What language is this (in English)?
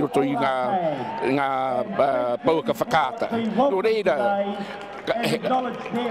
Māori